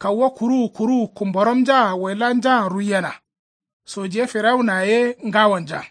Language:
Kanuri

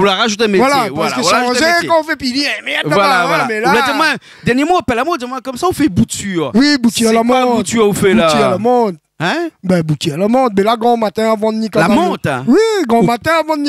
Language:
Réunion Creole French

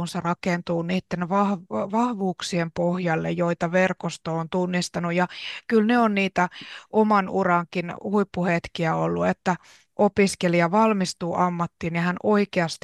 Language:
Finnish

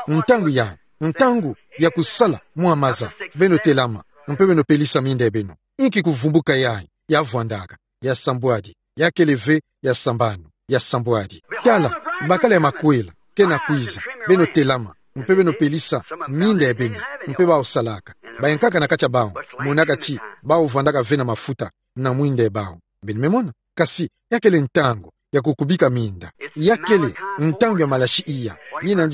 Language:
Kituba (Democratic Republic of Congo)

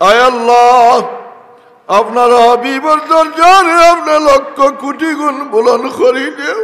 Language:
Sylheti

